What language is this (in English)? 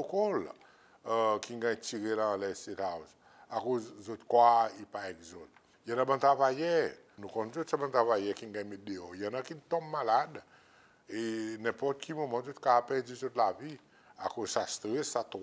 Seselwa Creole French